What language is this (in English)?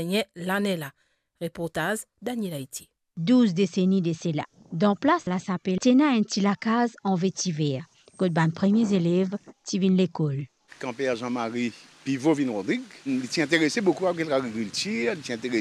Morisyen